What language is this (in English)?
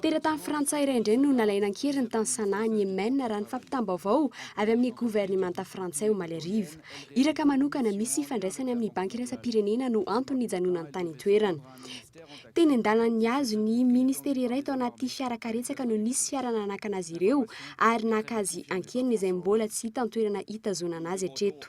Malagasy